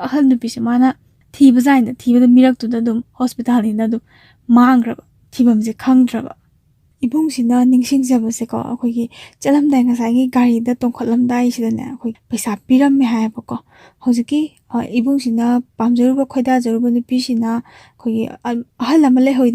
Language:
Manipuri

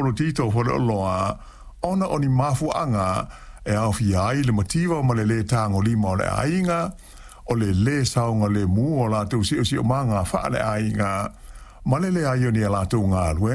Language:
Samoan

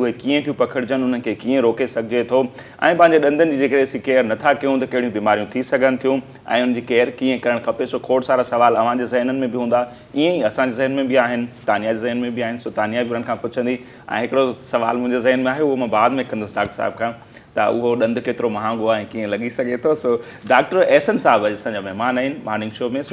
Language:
Sindhi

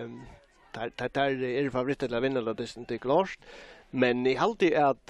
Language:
Faroese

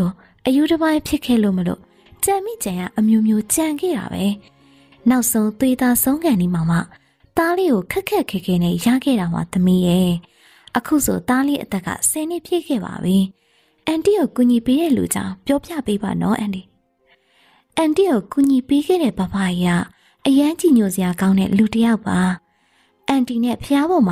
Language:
Burmese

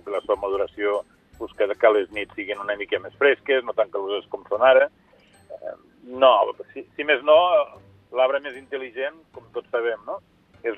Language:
Catalan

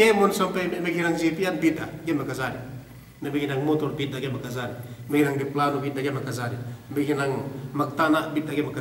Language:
Yakan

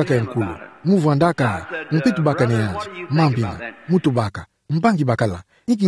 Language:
Kituba (Democratic Republic of Congo)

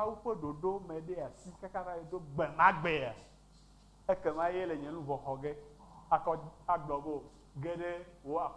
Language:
Ewe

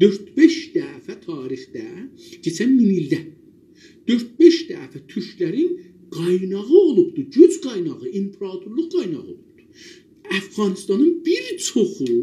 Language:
South Azerbaijani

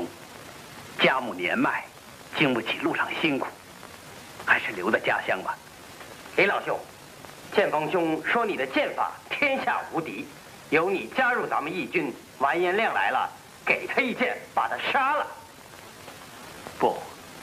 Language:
Chinese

